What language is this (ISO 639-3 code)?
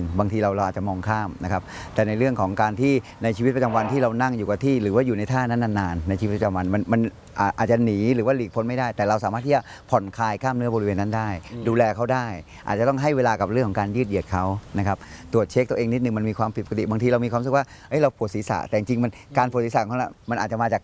tha